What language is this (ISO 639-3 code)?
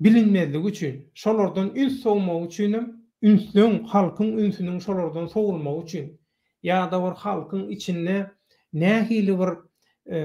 tuk